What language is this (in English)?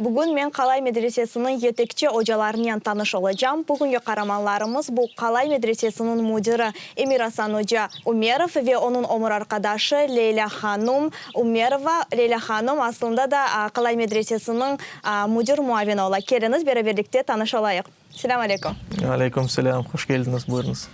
Crimean Tatar